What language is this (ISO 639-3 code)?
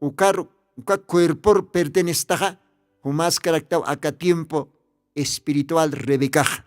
aym